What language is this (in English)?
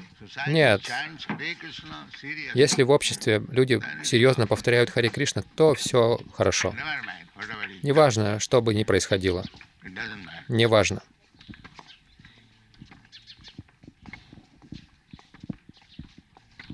Russian